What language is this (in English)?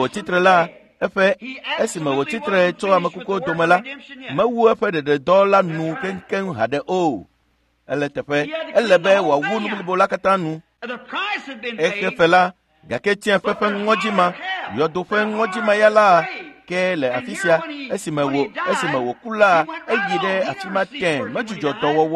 Ewe